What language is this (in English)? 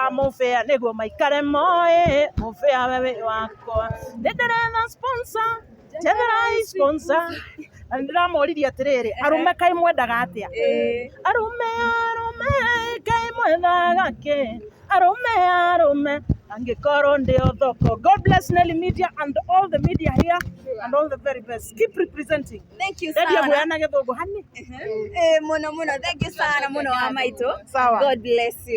Kikuyu